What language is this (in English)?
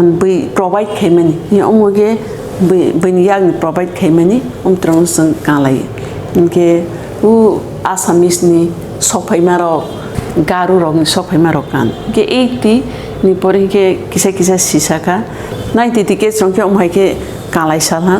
Kok Borok